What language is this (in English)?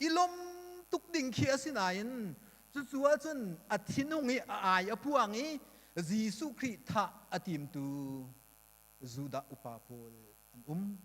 Hakha Chin